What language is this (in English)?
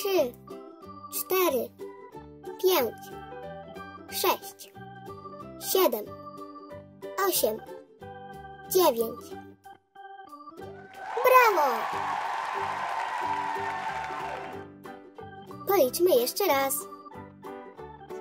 Polish